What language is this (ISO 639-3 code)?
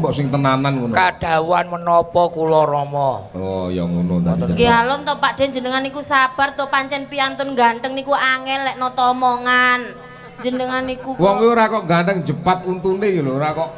jav